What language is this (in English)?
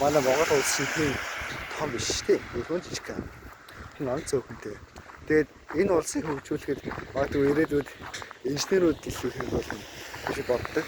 Mongolian